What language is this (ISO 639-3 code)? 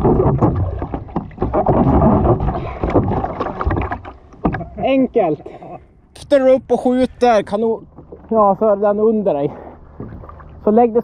swe